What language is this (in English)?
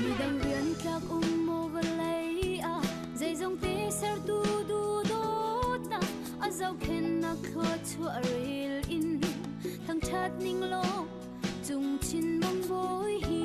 Hakha Chin